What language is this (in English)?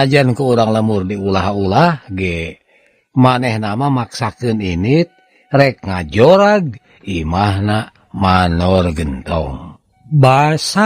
Sundanese